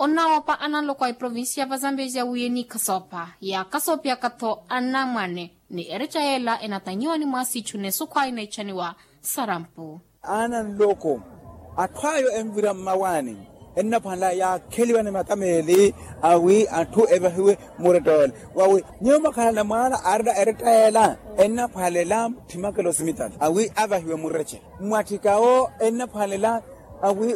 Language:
Makhuwa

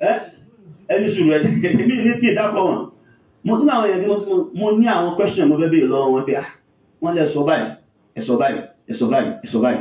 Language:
Yoruba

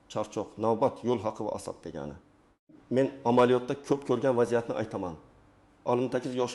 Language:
Uzbek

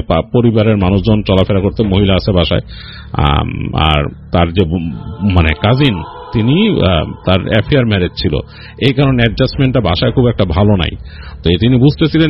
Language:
Bangla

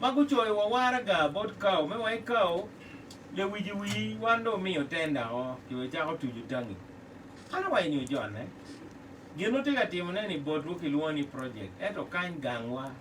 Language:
Acoli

